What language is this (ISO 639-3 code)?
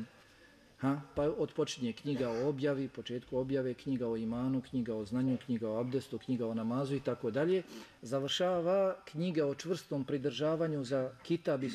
bos